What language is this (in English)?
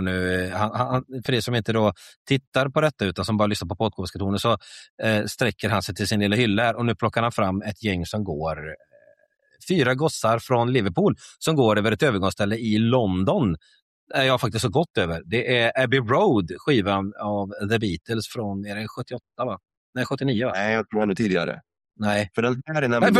Swedish